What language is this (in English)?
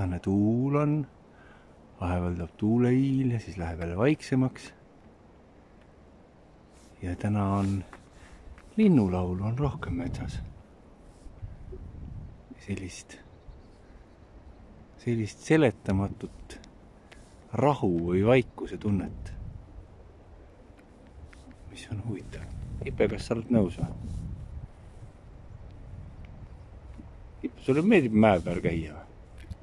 Estonian